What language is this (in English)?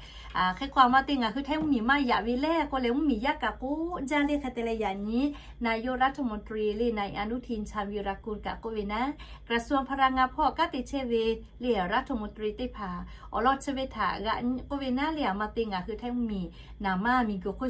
Lahu